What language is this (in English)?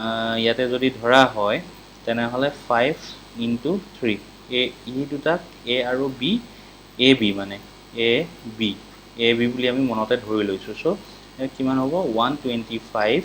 Assamese